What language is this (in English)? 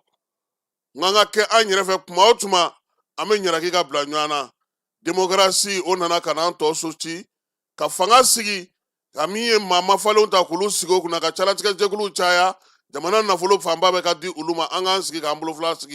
Bambara